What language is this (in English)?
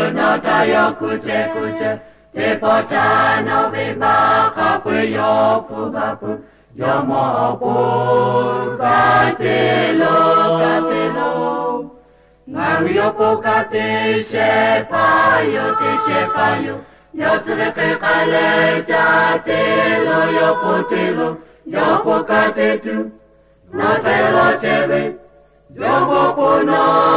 Lahu